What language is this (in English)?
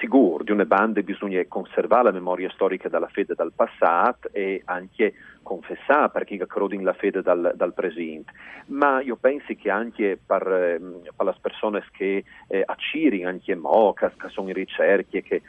Friulian